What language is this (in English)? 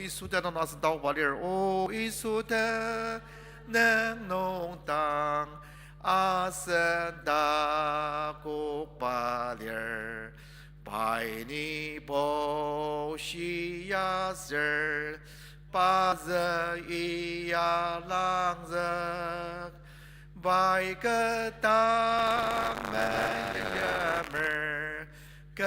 Ao Naga